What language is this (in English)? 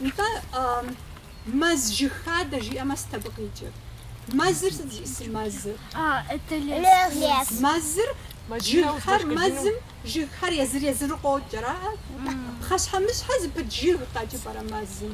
Kabardian